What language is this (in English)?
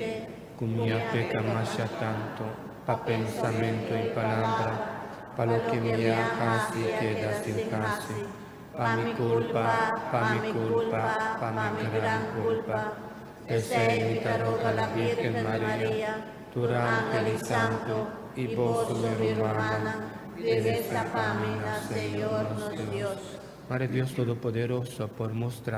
Papiamento